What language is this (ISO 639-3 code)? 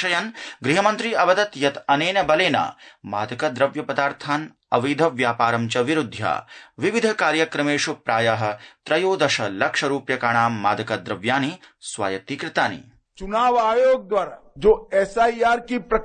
san